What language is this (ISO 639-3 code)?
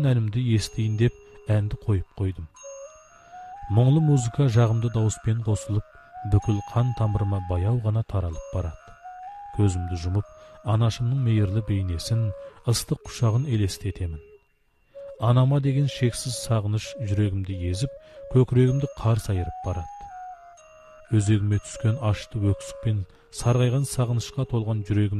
kaz